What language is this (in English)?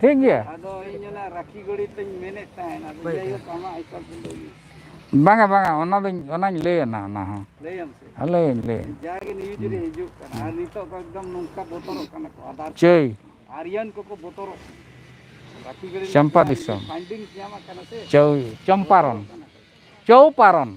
Santali